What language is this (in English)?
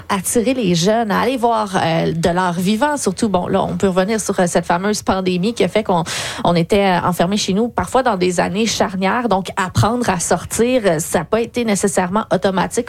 French